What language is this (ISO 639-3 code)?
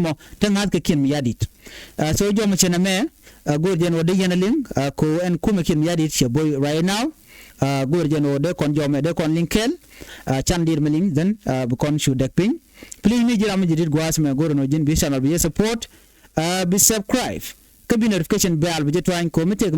nus